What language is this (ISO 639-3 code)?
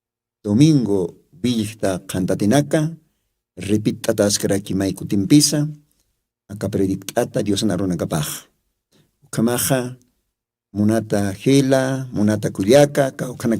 aym